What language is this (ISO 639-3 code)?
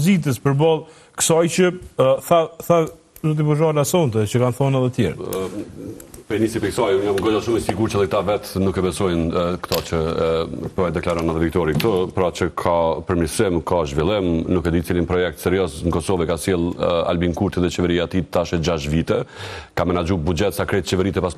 sqi